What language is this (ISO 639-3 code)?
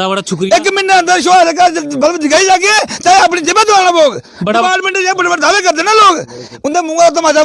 doi